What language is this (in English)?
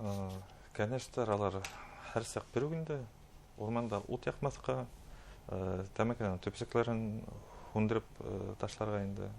Bashkir